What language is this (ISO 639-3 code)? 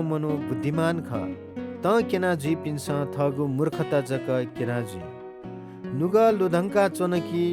new